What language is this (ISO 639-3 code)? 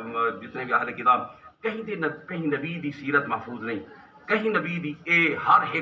skr